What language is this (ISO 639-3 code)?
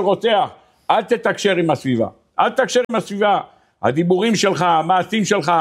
heb